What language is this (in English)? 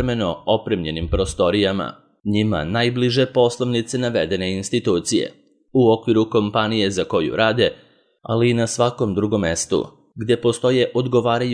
Serbian